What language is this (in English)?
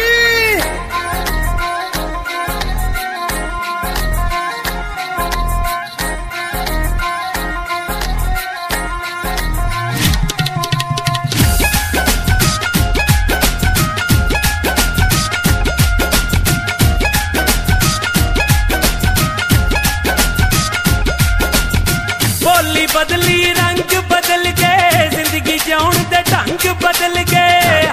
Punjabi